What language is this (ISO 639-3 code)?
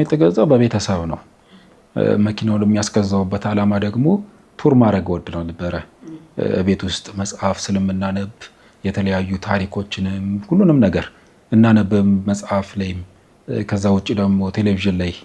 amh